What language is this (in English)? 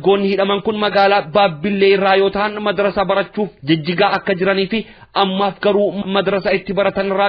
Oromo